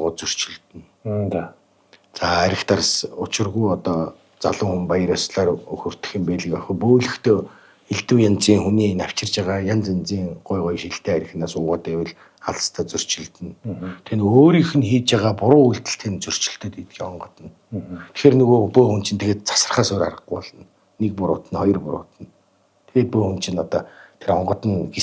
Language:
Mongolian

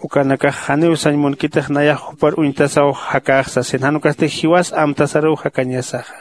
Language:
Aymara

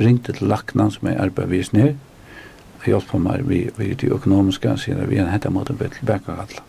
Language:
Faroese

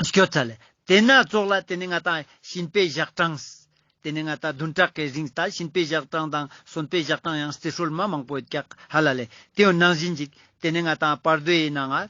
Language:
Ladakhi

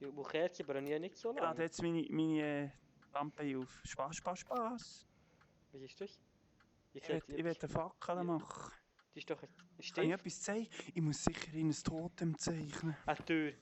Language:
Swiss German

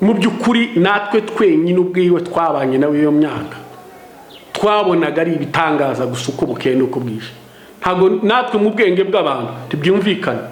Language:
Kinyarwanda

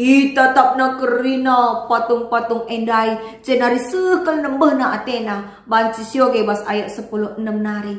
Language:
Batak Karo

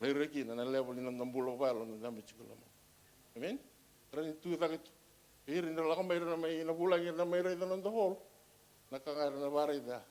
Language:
Fijian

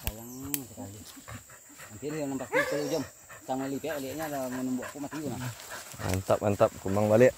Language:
Minangkabau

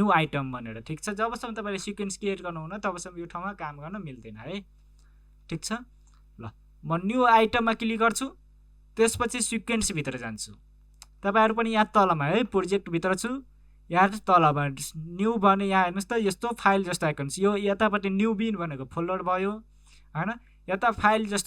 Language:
Nepali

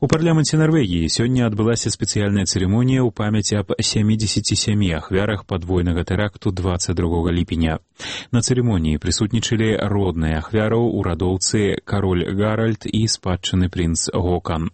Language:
Belarusian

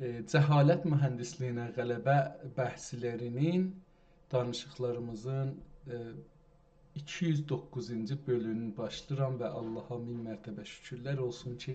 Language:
South Azerbaijani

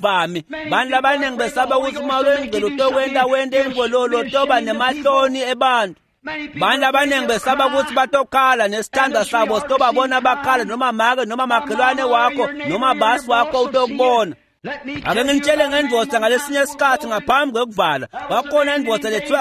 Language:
Swati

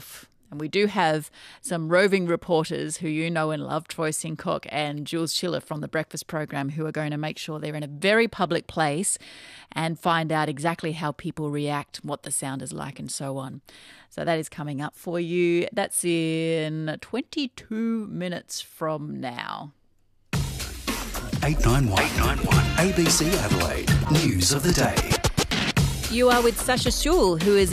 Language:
English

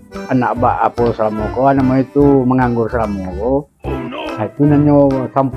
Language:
Minangkabau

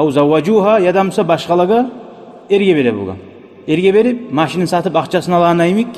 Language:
Kumyk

